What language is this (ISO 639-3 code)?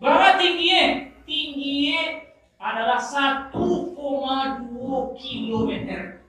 min